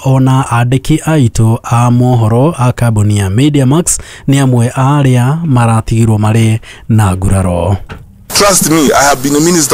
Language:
Kikuyu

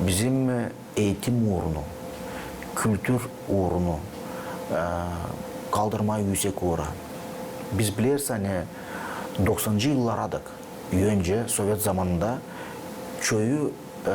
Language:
Gagauz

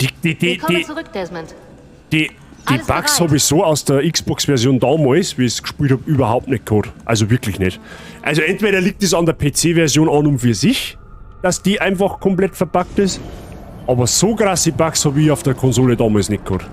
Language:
Bavarian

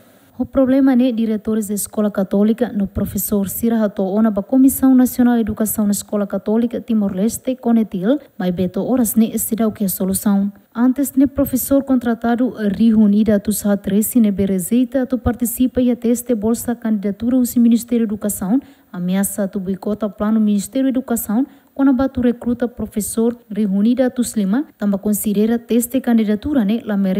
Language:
Tetum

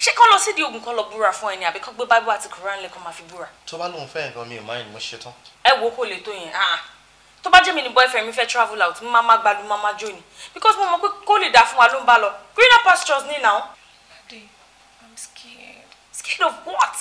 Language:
Yoruba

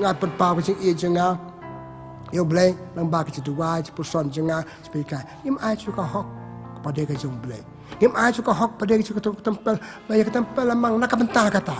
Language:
Khasi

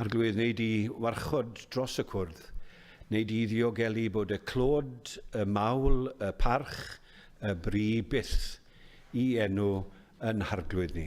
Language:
Welsh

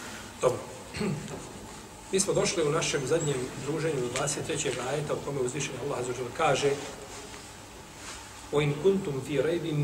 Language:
Bosnian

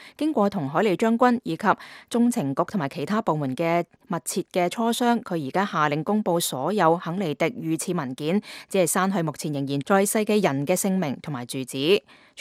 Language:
Cantonese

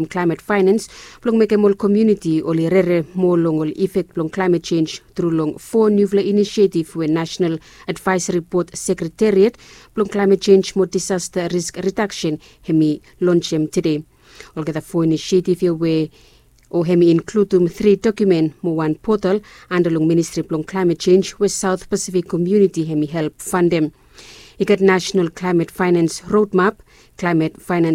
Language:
Bislama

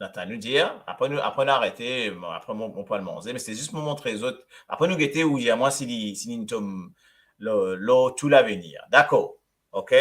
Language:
Morisyen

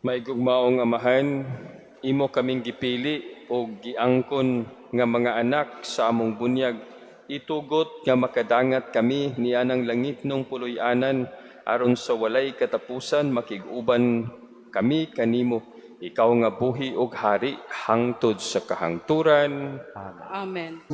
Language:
Cebuano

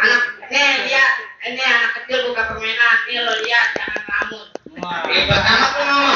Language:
Betawi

